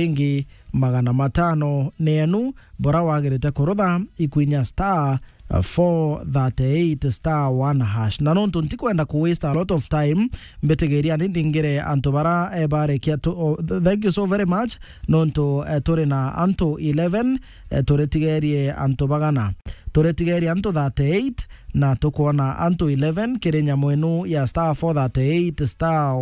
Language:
Meru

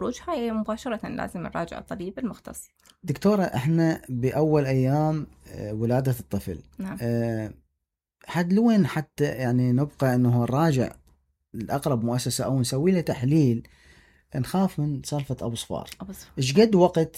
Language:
Mesopotamian Arabic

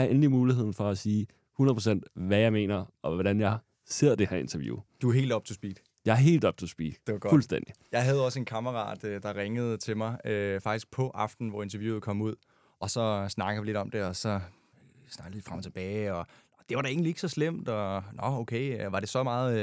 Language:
Danish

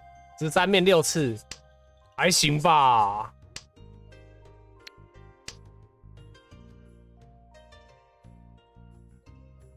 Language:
Chinese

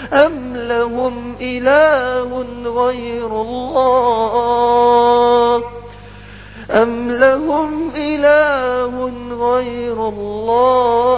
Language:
Arabic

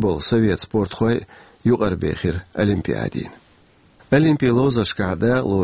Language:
Chechen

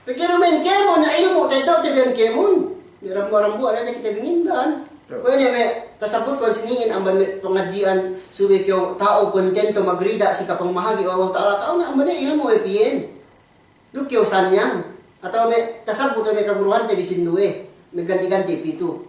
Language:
Yakan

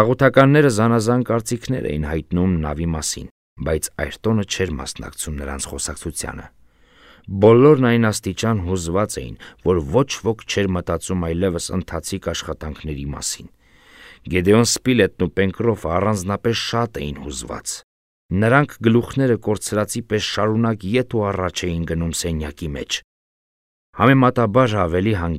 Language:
Armenian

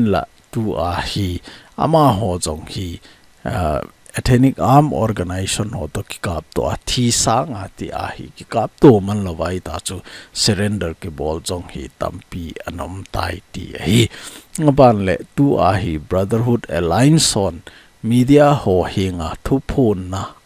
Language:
Thado Chin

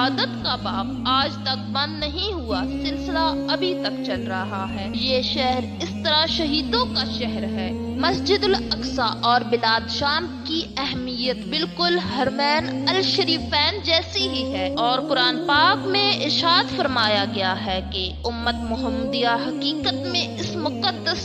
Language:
Urdu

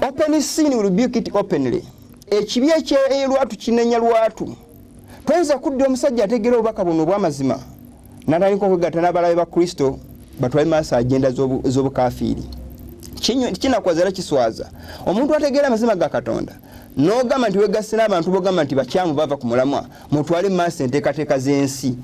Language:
Ganda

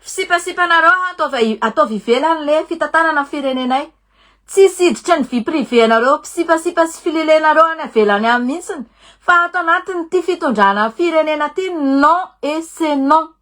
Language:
Malagasy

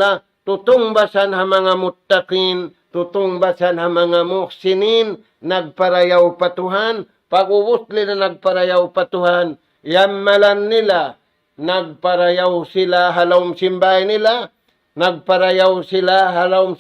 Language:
Tausug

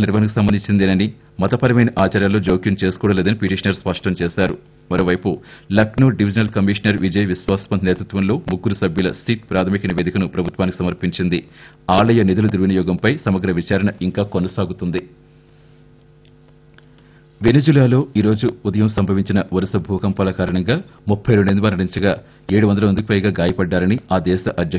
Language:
Telugu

